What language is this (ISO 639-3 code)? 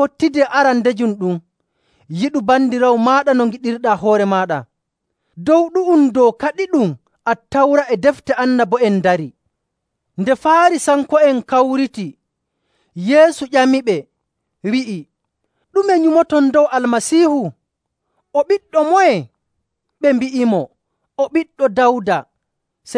fuv